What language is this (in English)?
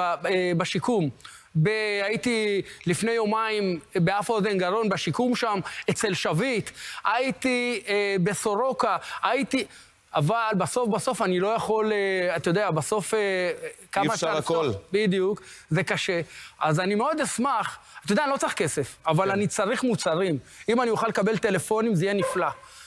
Hebrew